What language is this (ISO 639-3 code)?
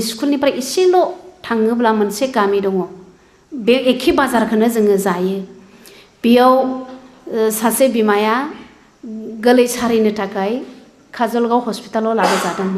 brx